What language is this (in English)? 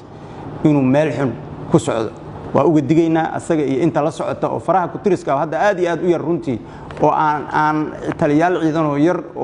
Somali